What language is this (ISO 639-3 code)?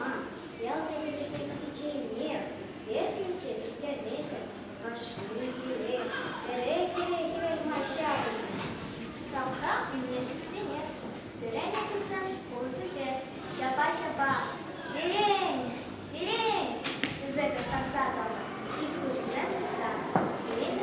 chv